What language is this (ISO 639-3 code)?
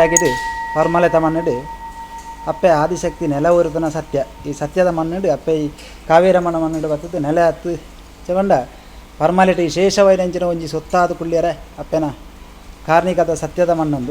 tcy